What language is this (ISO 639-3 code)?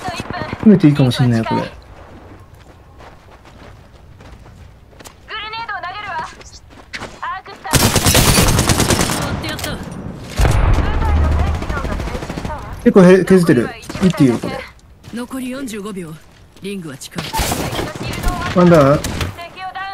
jpn